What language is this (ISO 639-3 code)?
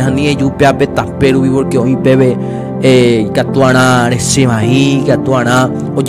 grn